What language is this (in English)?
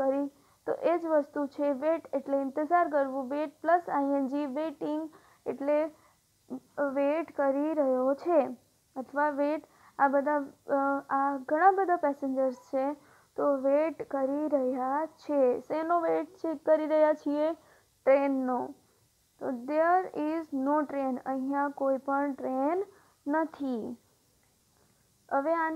Gujarati